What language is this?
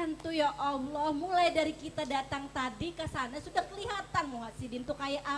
Banjar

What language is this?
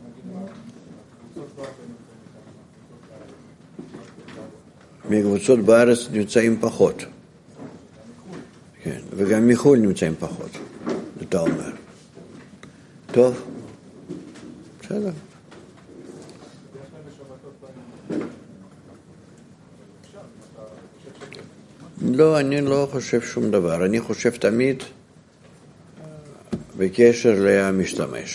Hebrew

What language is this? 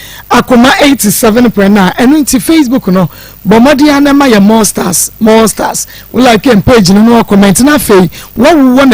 Akan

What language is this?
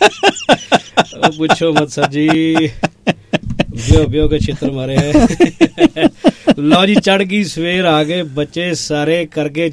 Punjabi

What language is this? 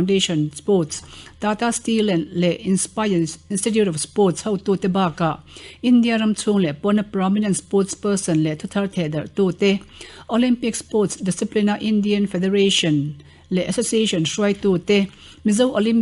Mizo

